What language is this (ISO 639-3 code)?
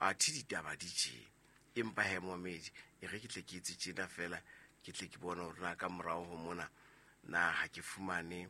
sot